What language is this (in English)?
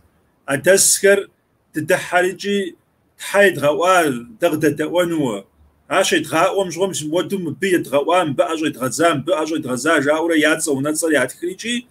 Kabardian